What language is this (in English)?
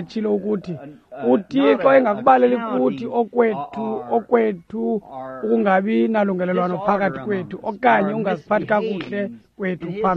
Xhosa